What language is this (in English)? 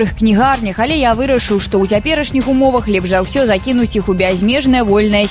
Belarusian